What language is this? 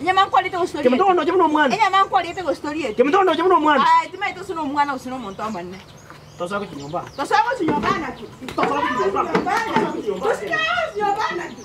Gusii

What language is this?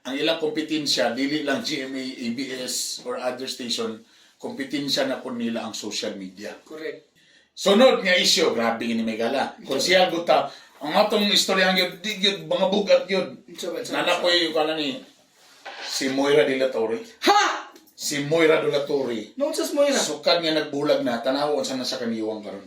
Cebuano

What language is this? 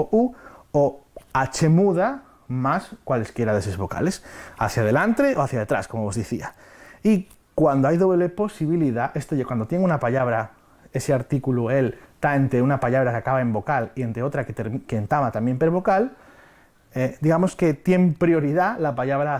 Asturian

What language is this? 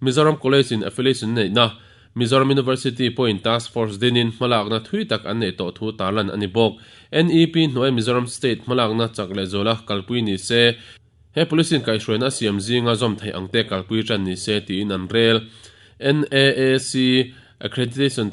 Mizo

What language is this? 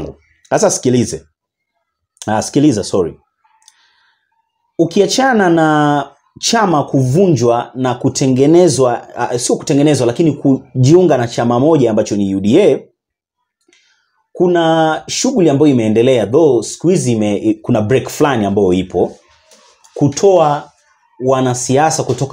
Swahili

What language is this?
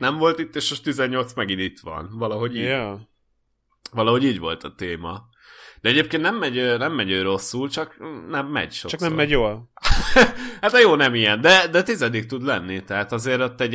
Hungarian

